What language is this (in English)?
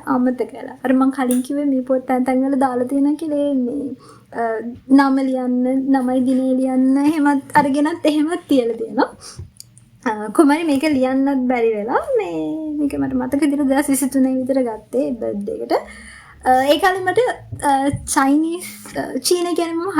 Sinhala